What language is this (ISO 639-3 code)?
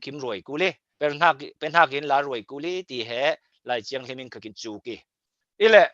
cfm